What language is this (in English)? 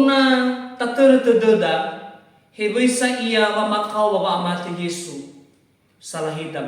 Nias